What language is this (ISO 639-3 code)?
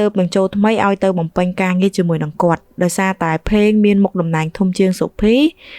khm